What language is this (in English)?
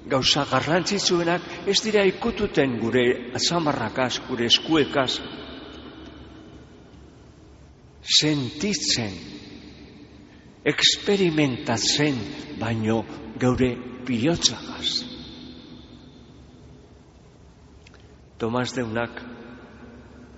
Basque